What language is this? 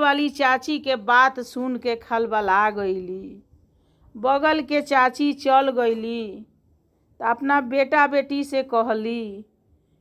Bhojpuri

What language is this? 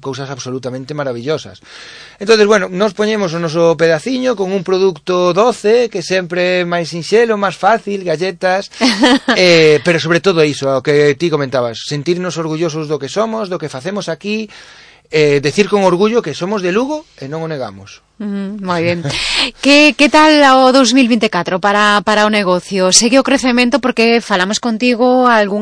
Galician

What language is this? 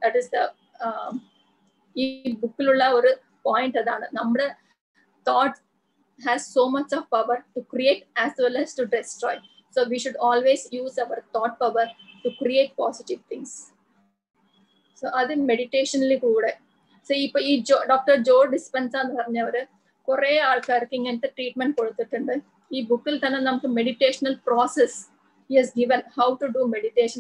Malayalam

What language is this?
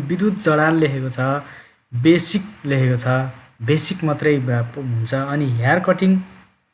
Nepali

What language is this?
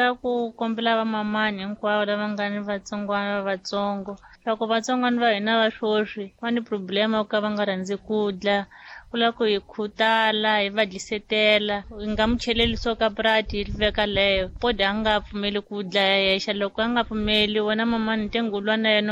Tsonga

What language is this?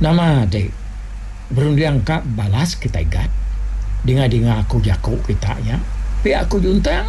Iban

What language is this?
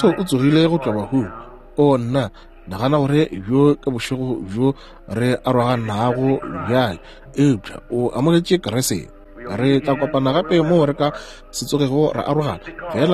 Northern Sotho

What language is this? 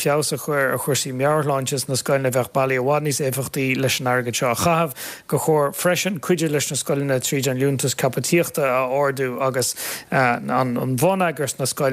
Irish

